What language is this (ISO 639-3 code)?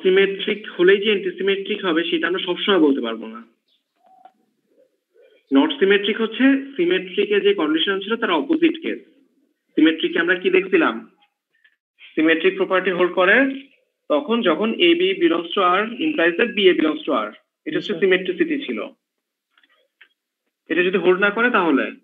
ben